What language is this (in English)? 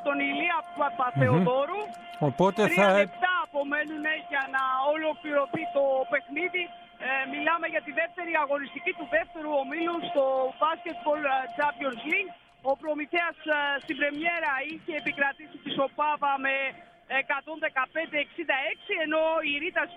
Greek